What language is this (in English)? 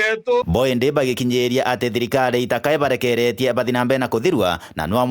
Meru